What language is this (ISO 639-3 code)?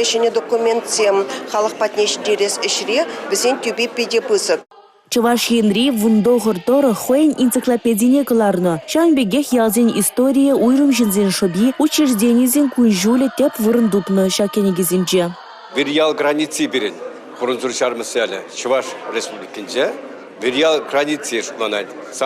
chv